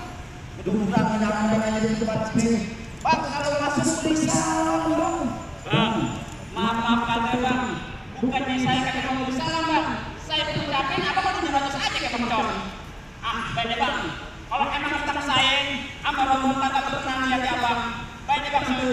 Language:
Betawi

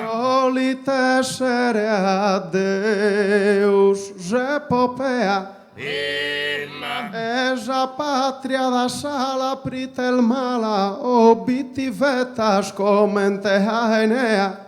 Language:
Sardinian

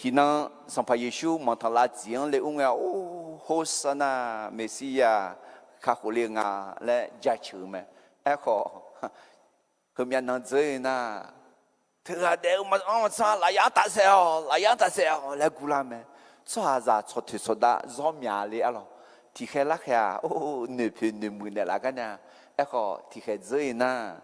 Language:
Akha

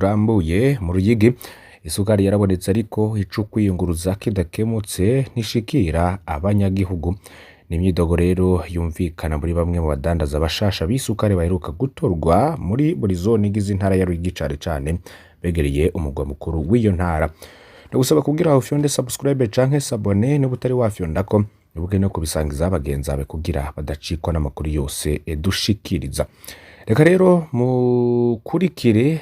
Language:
Rundi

